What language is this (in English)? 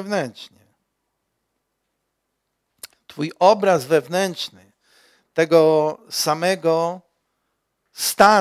Polish